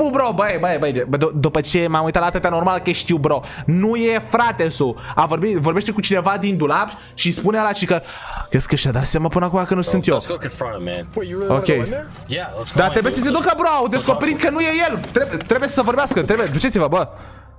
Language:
Romanian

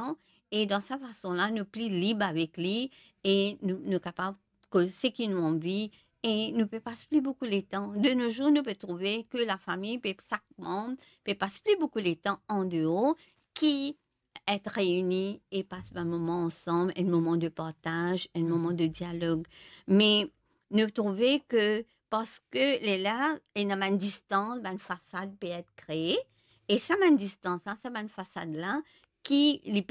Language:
Morisyen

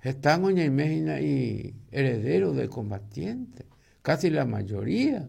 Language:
Guarani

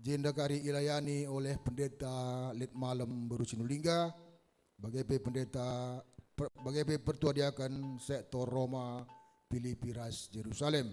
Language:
Batak Karo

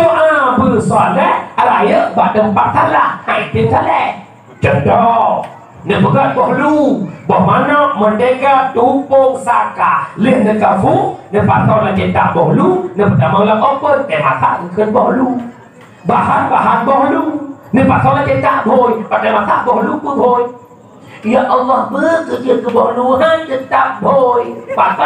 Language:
Achinese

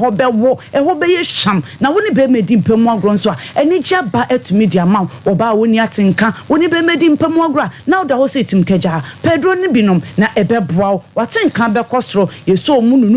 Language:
Akan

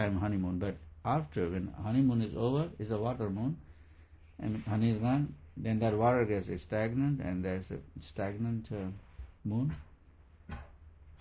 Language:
English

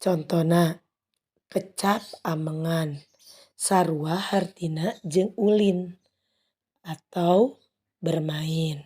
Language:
Sundanese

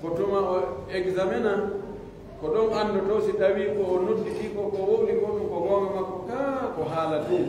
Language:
Pular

